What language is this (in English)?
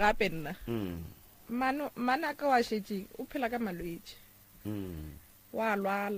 Northern Sotho